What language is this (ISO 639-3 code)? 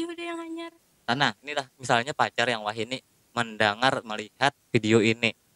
bjn